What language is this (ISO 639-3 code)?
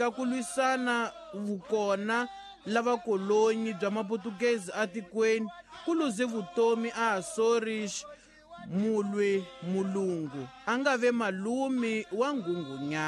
tso